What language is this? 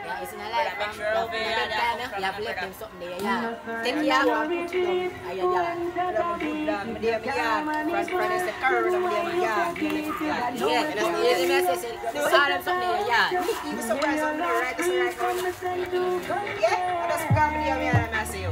Jamaican Creole English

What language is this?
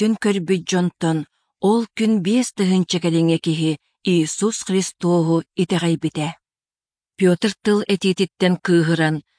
Yakut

